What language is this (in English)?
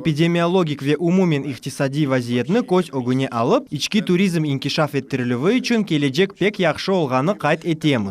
Crimean Tatar